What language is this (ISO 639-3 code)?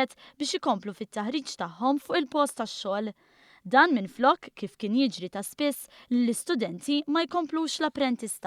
mlt